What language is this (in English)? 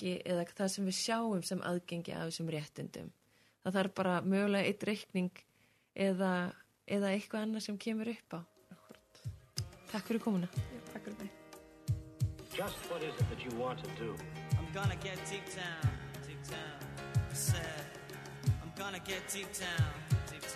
Icelandic